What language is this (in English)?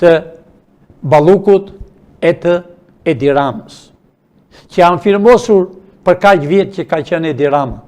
Albanian